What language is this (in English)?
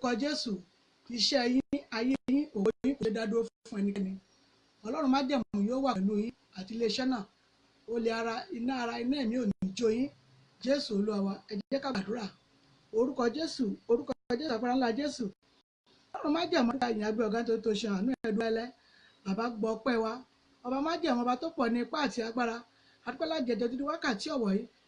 Yoruba